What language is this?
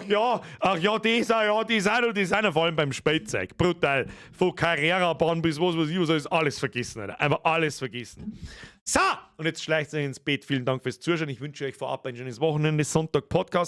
Bavarian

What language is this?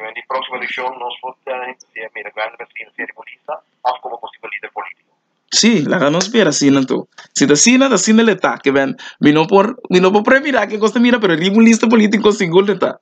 Papiamento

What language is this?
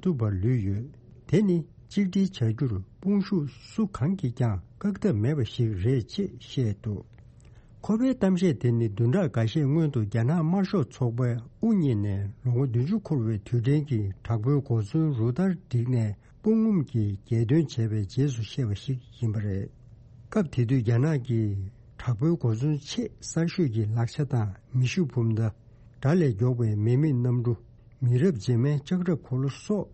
Tibetan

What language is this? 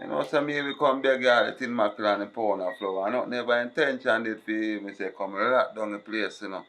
Jamaican Creole English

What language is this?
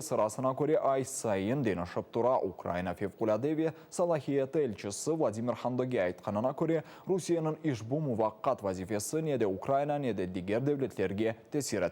Crimean Tatar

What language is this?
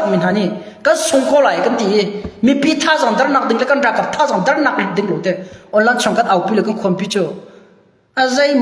Hakha Chin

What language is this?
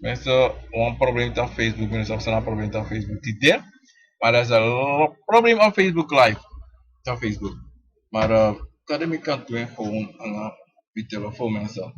Sranan Tongo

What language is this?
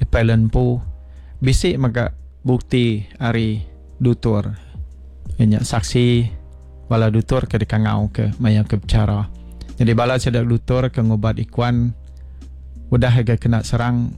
Iban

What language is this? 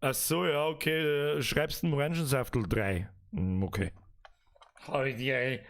Bavarian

